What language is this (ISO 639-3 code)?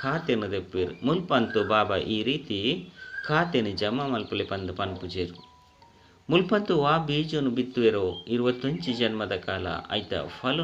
tcy